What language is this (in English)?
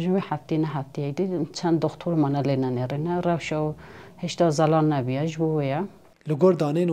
Kurdish